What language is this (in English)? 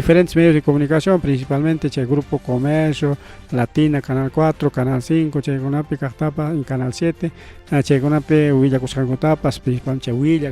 Ayacucho Quechua